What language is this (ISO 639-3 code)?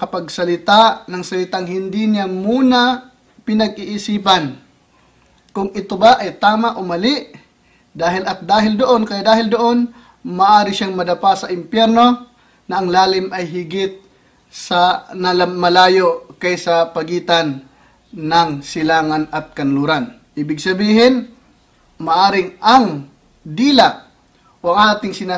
fil